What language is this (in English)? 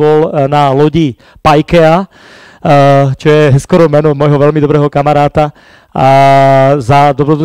Slovak